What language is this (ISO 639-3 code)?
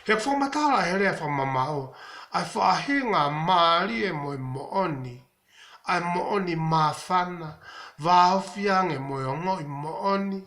ton